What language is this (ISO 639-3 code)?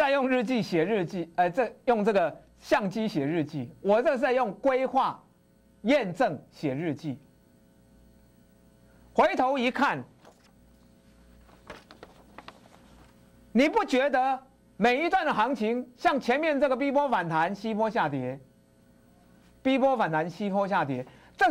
zho